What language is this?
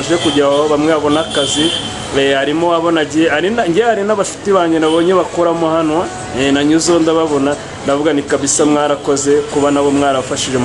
Kinyarwanda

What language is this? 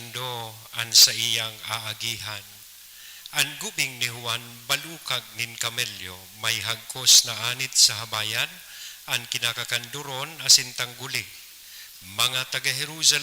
Bikol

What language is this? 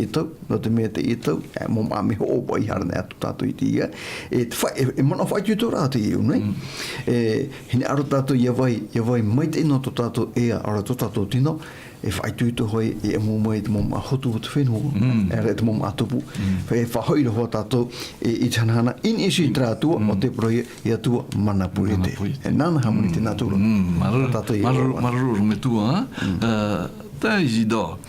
Tahitian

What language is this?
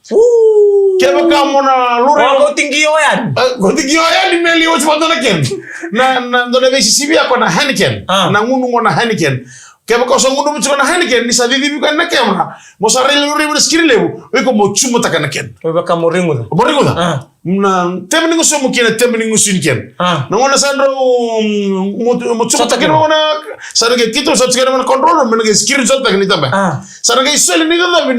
Fijian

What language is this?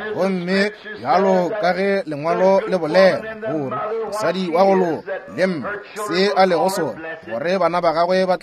Northern Sotho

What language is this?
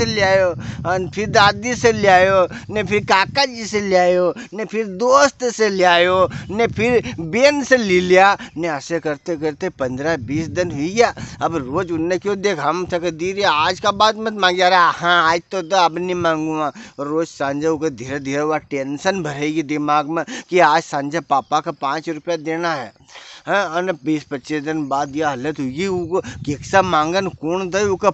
Rajasthani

